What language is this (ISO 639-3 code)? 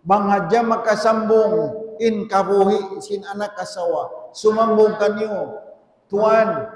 tsg